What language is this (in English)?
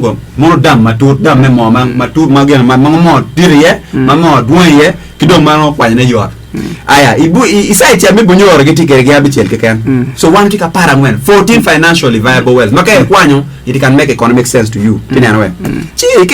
Acoli